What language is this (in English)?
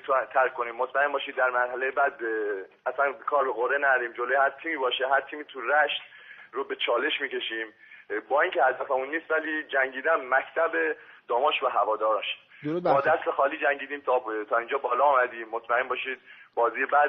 Gilaki